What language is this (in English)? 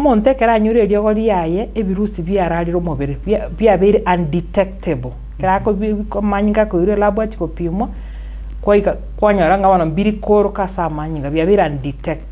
Gusii